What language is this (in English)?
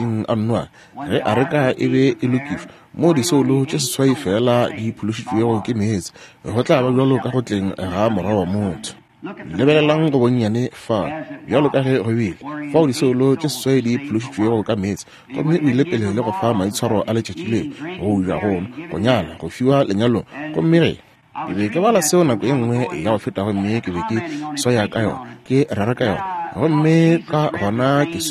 Northern Sotho